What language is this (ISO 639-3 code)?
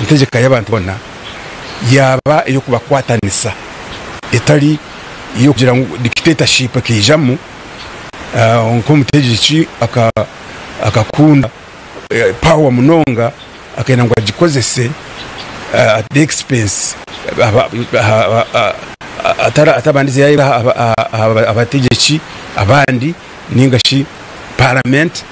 nyn